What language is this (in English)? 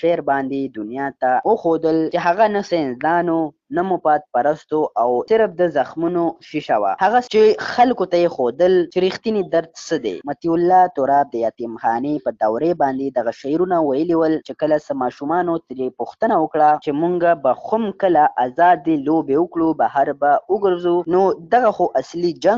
Pashto